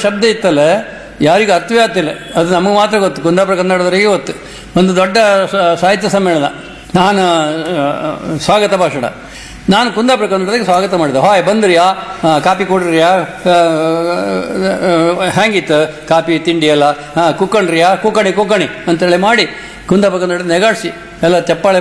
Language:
Kannada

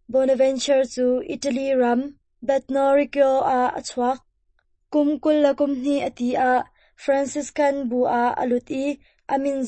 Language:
Hakha Chin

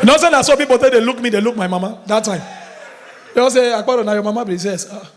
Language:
Nigerian Pidgin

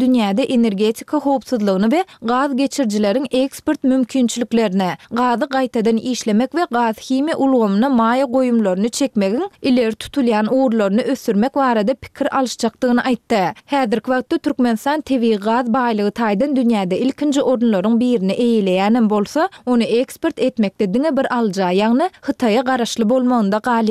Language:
Turkmen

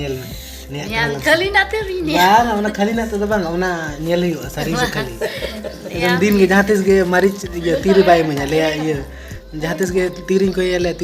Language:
Santali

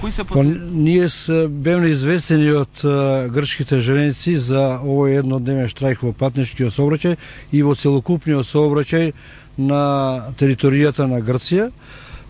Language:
Macedonian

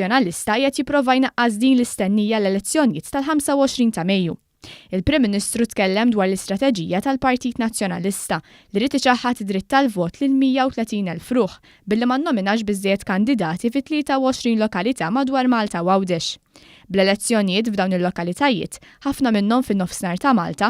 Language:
Maltese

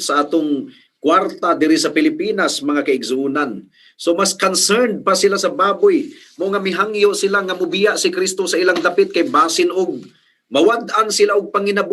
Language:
Cebuano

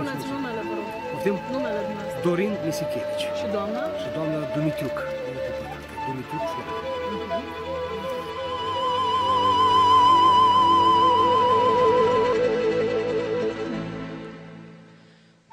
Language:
Romanian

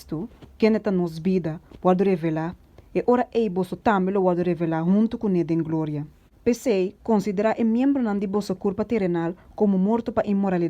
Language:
Papiamento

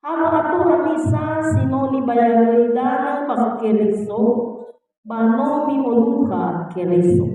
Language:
Nias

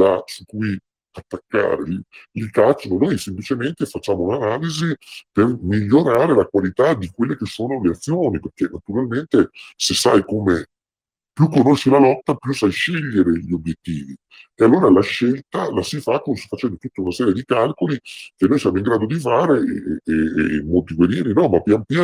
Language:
Italian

